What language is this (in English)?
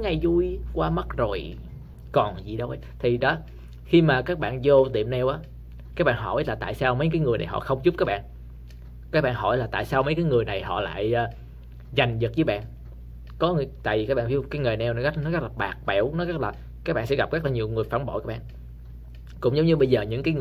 Vietnamese